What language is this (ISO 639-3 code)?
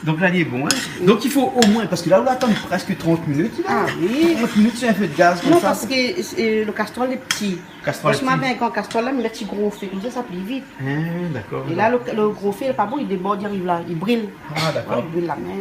rcf